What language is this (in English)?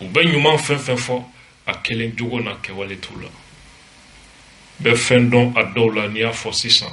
Bambara